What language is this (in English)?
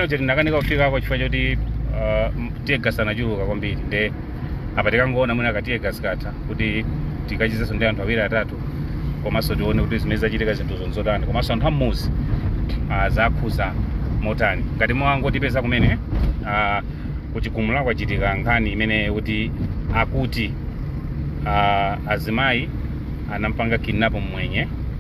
Nyanja